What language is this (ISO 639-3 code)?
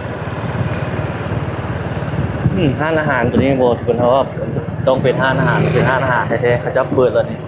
lao